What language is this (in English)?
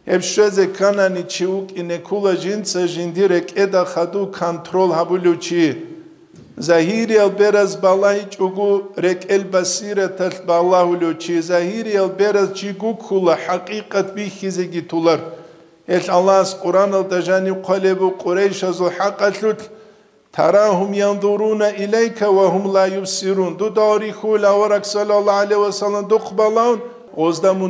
Avaric